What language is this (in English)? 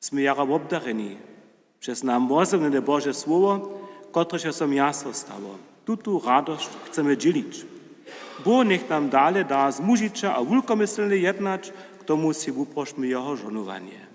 Upper Sorbian